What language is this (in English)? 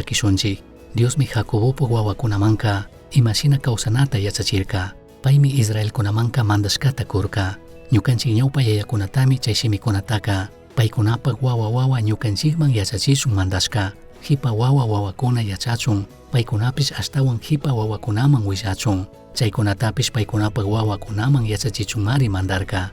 Chimborazo Highland Quichua